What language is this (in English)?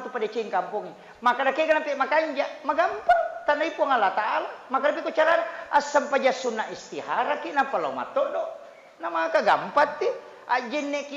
Buginese